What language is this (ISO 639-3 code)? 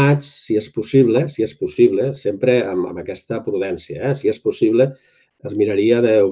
cat